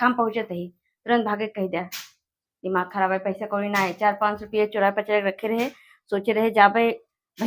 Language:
Awadhi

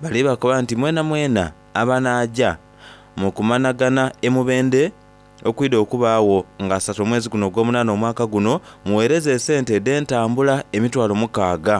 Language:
Soga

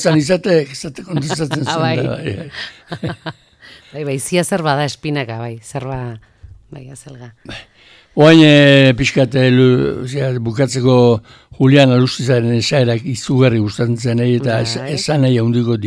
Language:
Basque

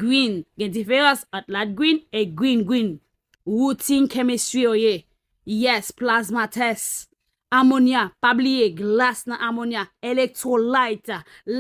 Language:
Haitian Creole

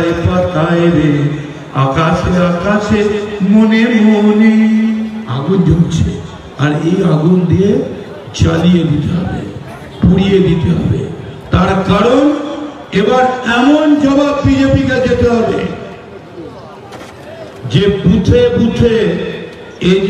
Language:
Bangla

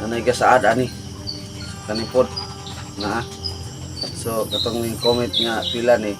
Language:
Cebuano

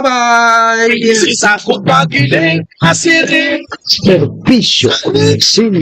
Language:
Bikol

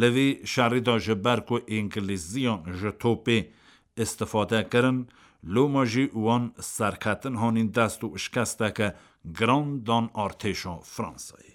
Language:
Kurdish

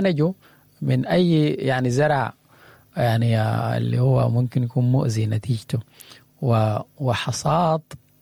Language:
Sudanese Arabic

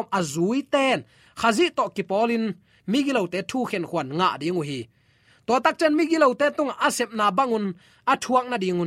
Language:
Tedim Chin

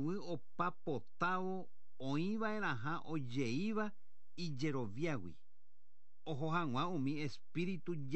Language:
Guarani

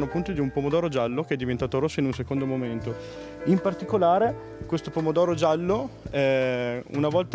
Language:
Italian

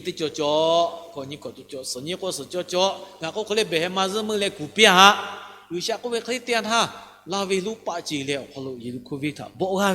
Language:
Lahu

